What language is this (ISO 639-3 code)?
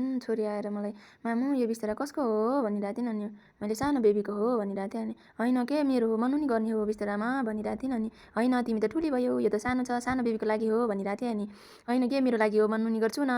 nep